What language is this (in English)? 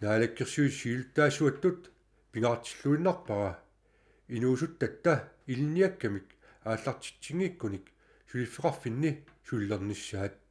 Kalaallisut